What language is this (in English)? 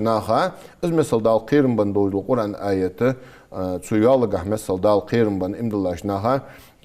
Ingush